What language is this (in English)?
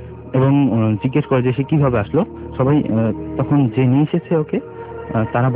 Bangla